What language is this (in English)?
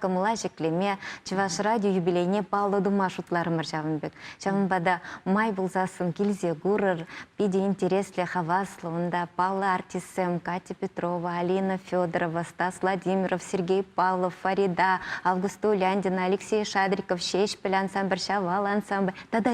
Chuvash